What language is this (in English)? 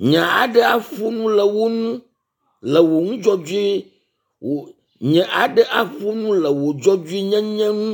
Ewe